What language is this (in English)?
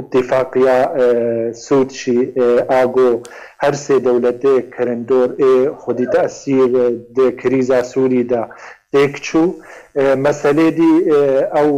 Kurdish